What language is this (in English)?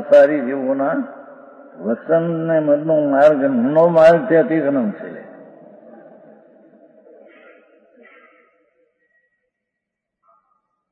Gujarati